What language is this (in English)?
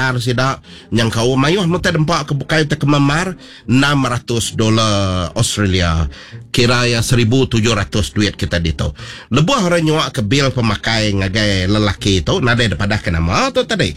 Iban